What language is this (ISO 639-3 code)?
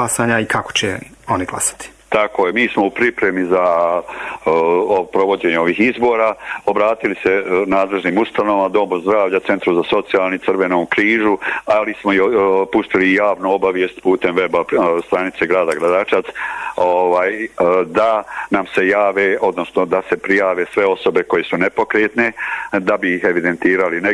bos